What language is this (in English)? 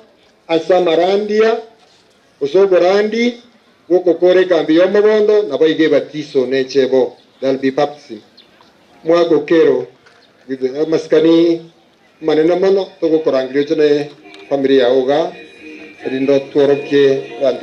Gusii